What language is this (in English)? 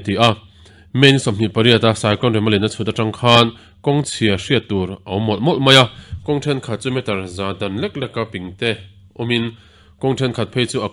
Mizo